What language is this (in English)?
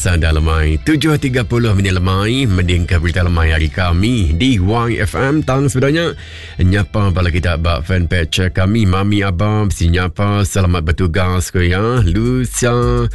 Iban